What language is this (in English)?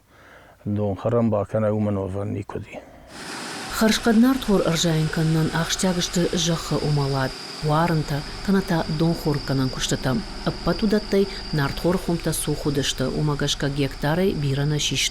Ossetic